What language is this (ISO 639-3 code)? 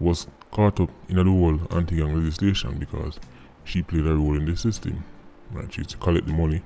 jam